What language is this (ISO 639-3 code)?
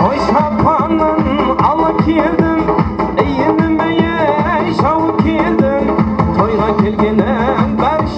kaa